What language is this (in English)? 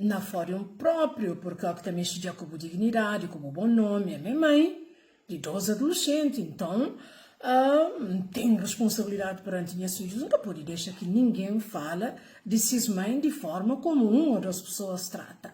Kabuverdianu